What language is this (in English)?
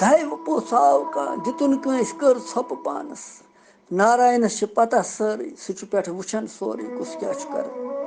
Kashmiri